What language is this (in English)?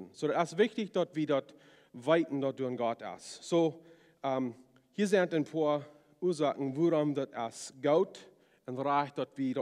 Plautdietsch